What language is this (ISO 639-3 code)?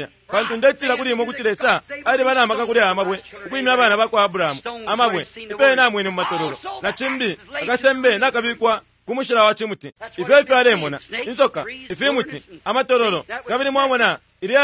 bem